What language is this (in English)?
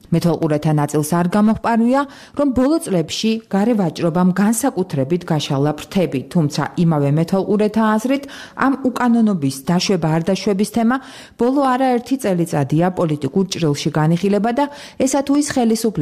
Georgian